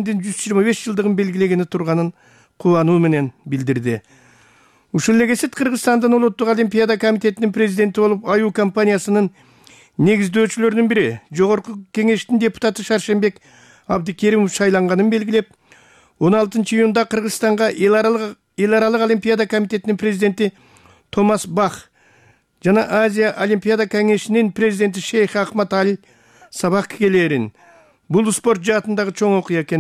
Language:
Kyrgyz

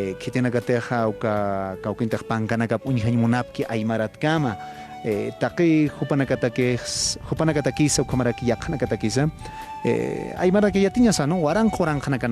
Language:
Aymara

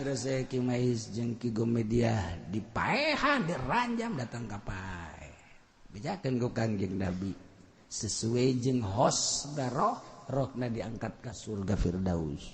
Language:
Sundanese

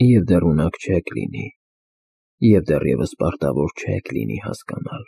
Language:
Armenian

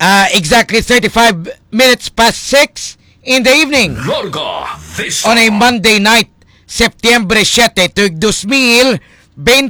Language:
Hiligaynon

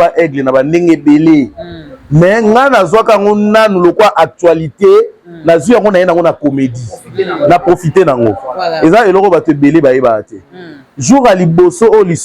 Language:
Lingala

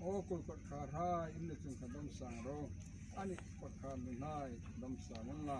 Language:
Hmar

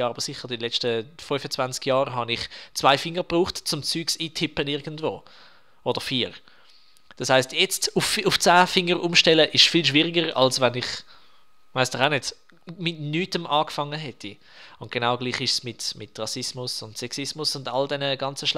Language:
Swiss German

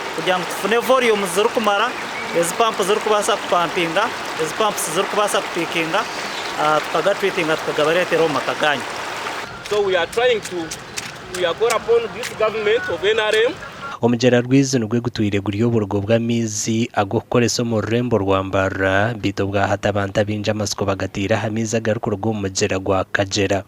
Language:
Nyankole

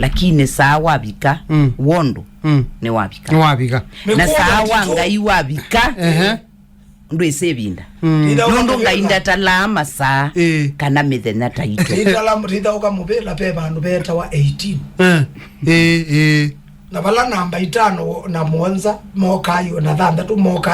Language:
Kamba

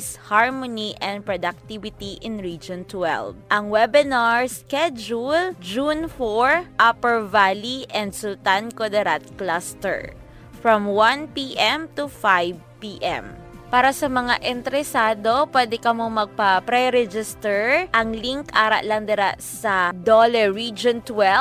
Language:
Hiligaynon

